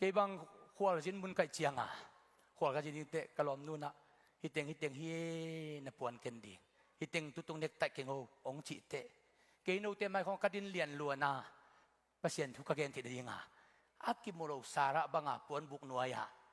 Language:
Tedim Chin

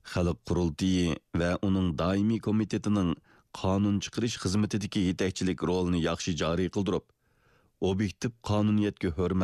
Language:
Uyghur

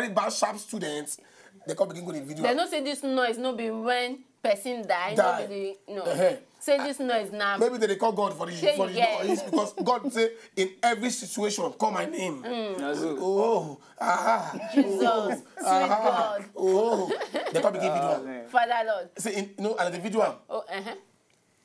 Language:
Nigerian Pidgin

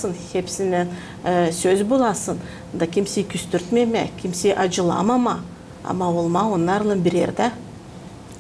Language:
Gagauz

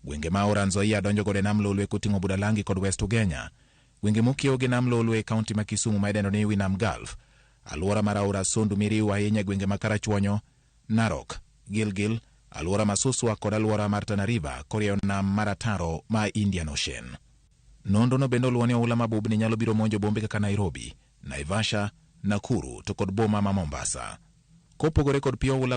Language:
Luo (Kenya and Tanzania)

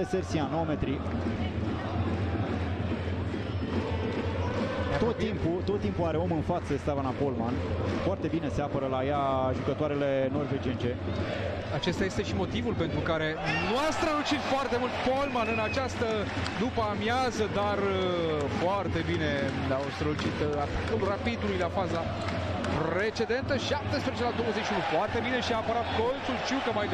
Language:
Romanian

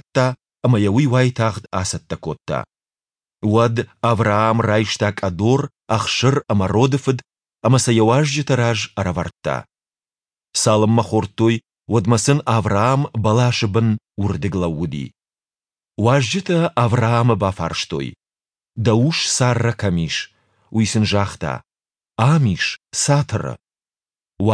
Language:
Ossetic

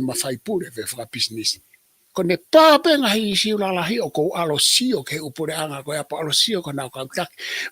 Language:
Tongan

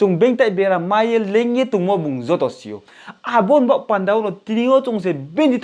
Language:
Riang (India)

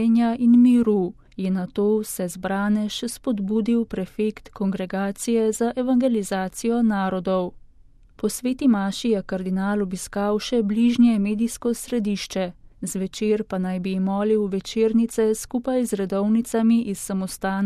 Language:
Slovenian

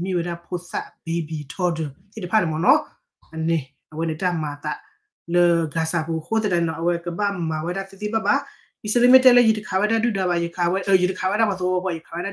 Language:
S'gaw Karen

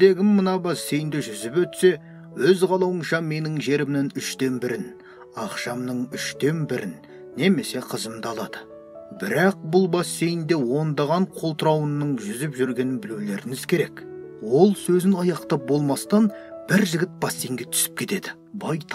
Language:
Kazakh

